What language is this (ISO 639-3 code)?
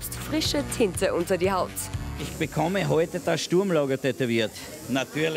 deu